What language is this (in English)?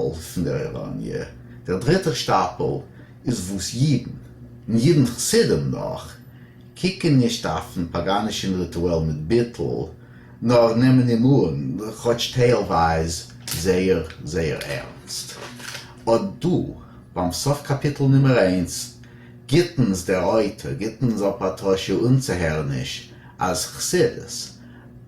Yiddish